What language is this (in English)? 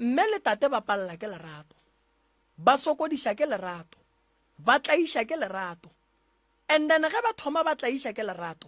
Northern Sotho